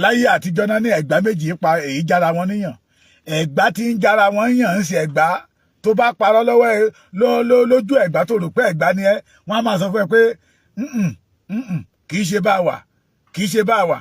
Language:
Yoruba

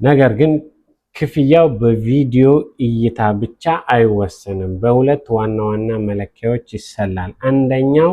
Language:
Amharic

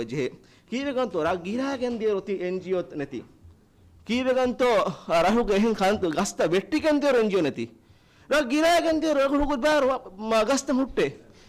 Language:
Divehi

